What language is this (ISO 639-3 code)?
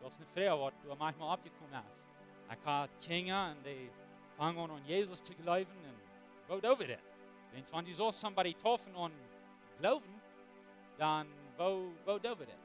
pdt